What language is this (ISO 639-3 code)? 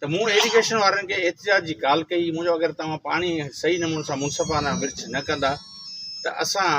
snd